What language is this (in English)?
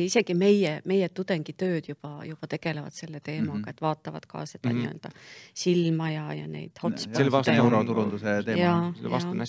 Estonian